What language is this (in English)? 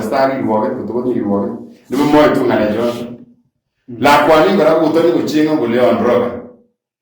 Kalenjin